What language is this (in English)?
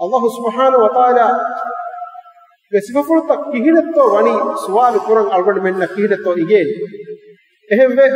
Divehi